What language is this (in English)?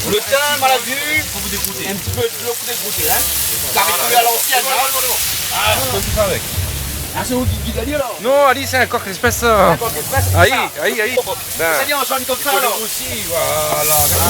Réunion Creole French